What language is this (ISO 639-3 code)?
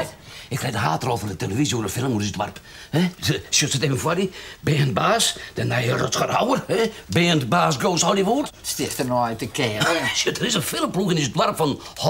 fry